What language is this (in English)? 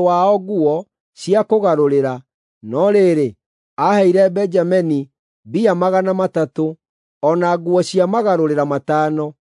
Kikuyu